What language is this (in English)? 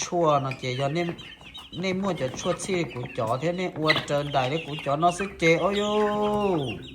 Hmong